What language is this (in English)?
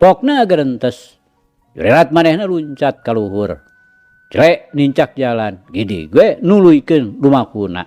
Sundanese